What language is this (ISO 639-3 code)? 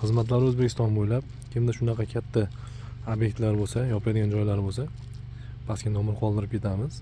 uzb